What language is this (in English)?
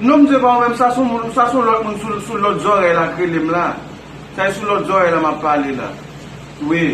Haitian Creole